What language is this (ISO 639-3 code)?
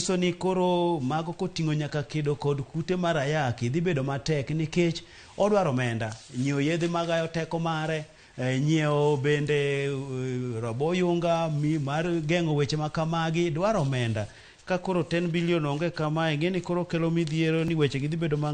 luo